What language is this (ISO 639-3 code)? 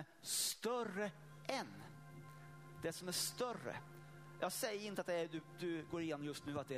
swe